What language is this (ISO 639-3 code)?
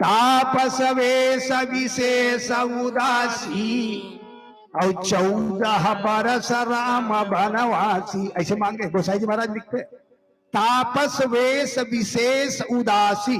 hne